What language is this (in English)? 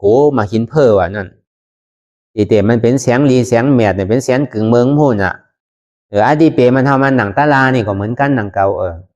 Shan